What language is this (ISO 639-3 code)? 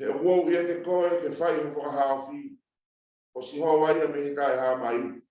ton